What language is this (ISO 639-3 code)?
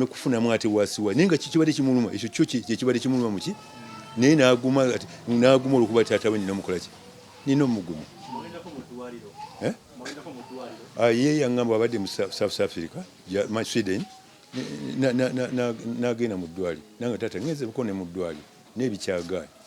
lug